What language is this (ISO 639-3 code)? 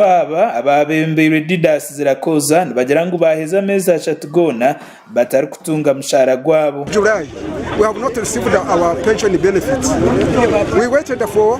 nyn